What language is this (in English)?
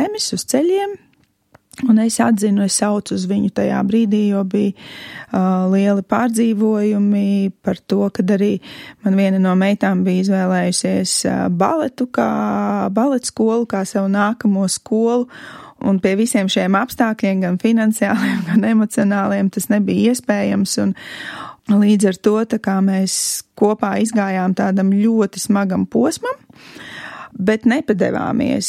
Latvian